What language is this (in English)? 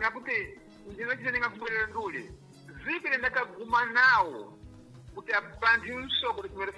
Sena